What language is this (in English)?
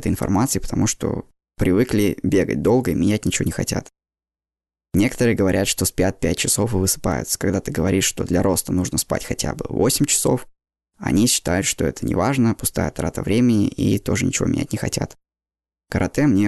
Russian